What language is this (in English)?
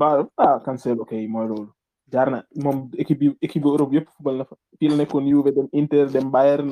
Wolof